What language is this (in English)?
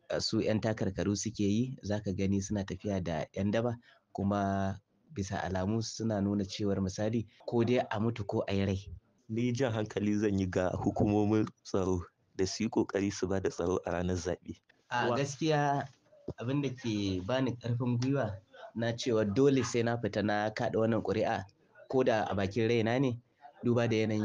Hausa